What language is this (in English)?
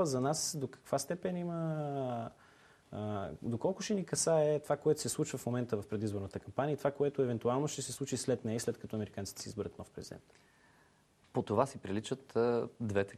Bulgarian